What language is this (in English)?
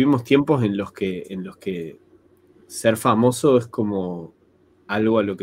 Spanish